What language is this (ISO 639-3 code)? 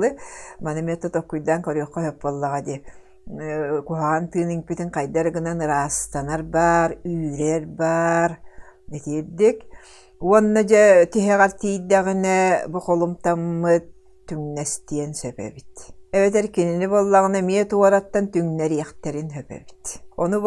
sah